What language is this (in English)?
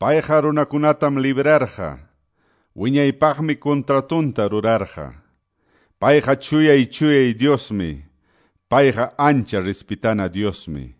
Quechua